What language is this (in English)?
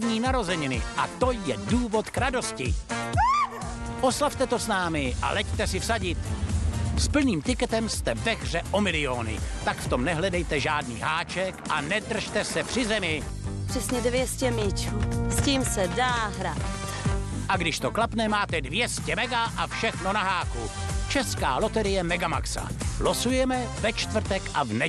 Czech